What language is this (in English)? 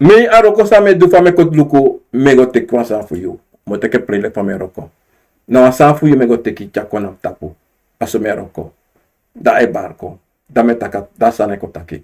Sranan Tongo